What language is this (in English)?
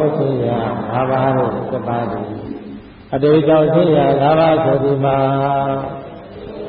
Burmese